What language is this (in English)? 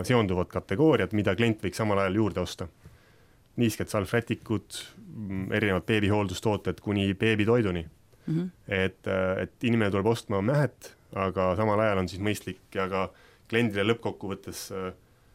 Estonian